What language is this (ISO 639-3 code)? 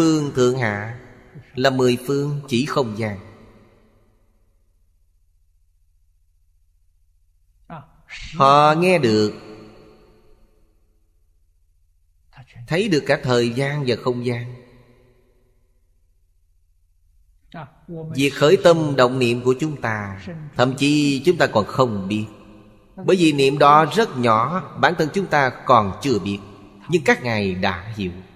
vie